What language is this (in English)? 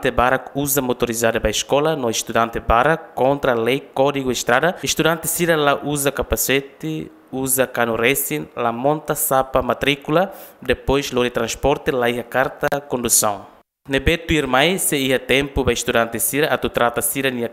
Tetum